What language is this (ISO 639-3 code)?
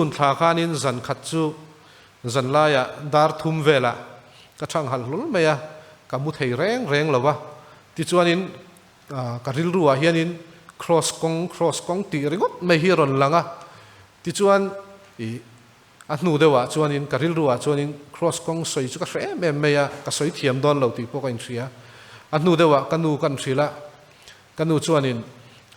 lus